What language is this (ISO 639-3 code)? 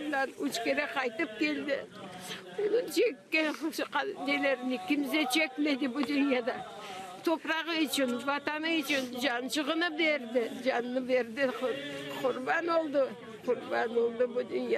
crh